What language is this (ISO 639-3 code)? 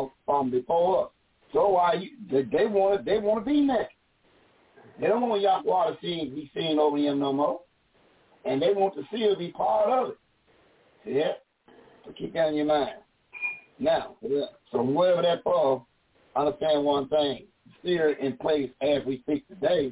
eng